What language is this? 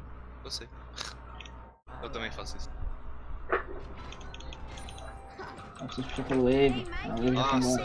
Portuguese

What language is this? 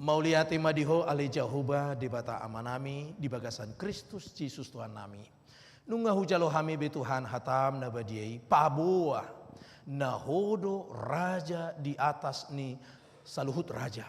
Batak Toba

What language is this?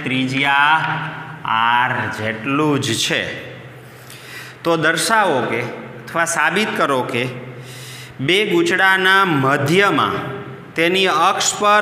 Gujarati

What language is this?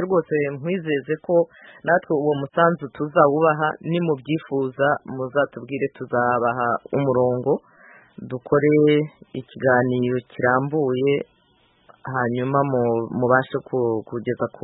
Kinyarwanda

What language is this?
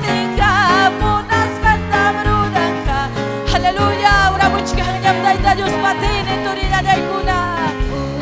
Ayacucho Quechua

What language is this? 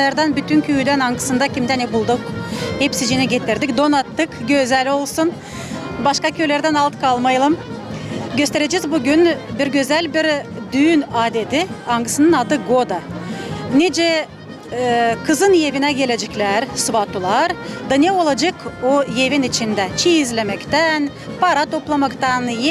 Gagauz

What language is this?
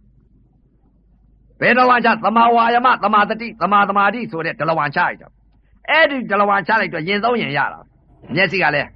Burmese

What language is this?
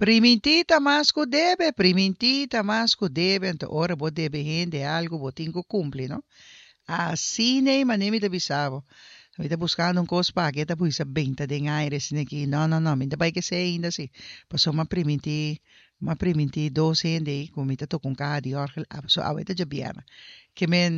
Papiamento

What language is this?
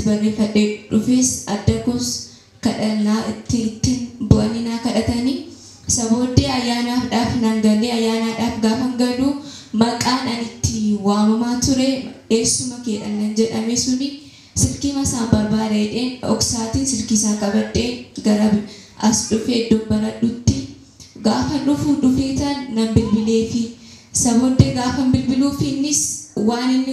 Oromo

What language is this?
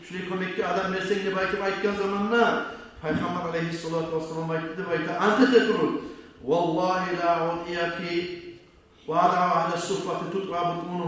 Kumyk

